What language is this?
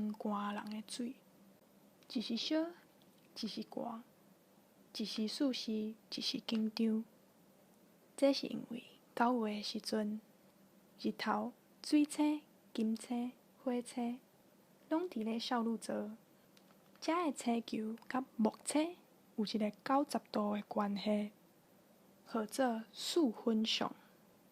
Min Nan Chinese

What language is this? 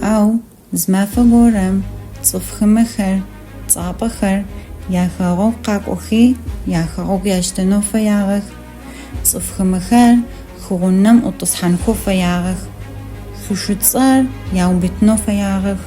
Adyghe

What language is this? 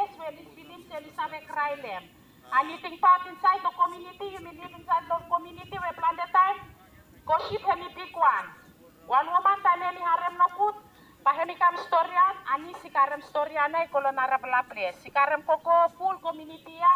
Bislama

